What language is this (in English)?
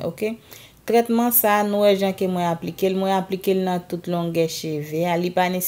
Haitian Creole